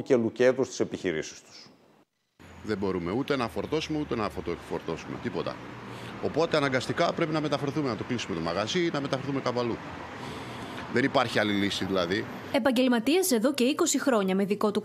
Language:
Greek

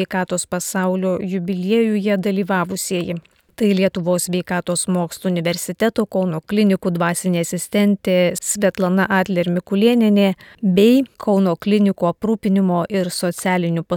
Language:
Lithuanian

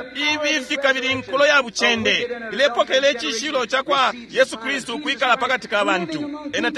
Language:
Bemba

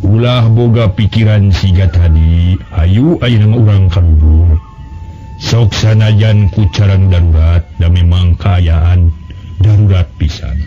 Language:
Sundanese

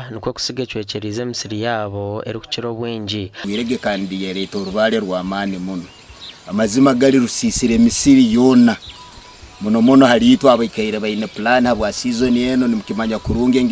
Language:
Nyankole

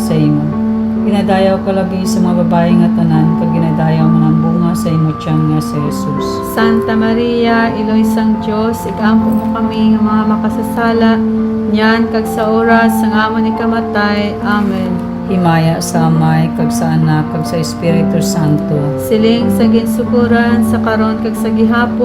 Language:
Hiligaynon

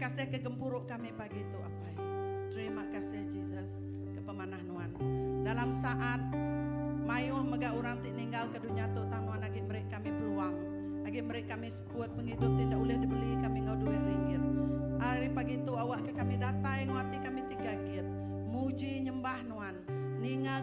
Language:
Iban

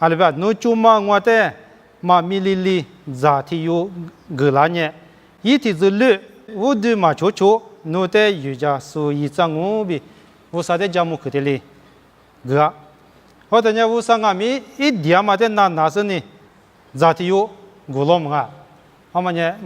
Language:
Lisu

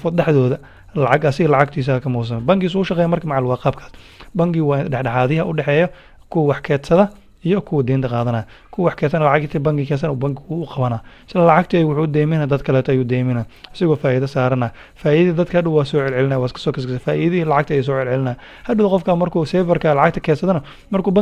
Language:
Somali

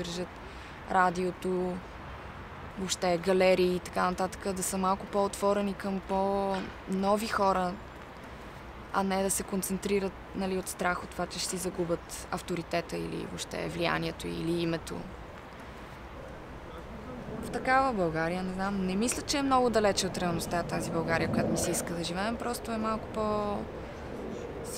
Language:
Bulgarian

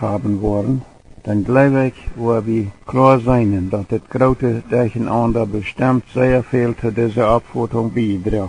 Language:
Plautdietsch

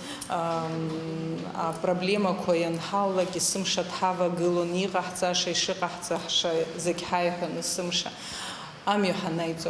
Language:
Abkhazian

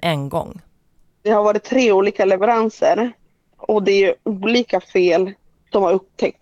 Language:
Swedish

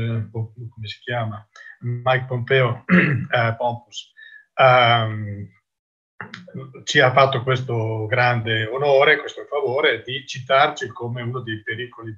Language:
Italian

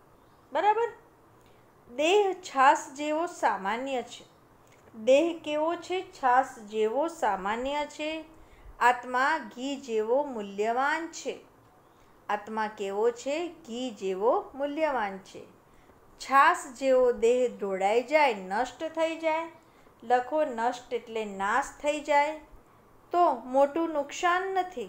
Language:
Gujarati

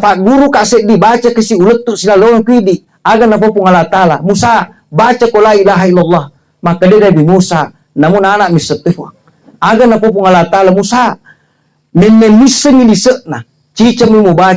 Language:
Buginese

